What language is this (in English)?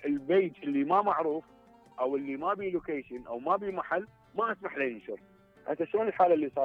Mesopotamian Arabic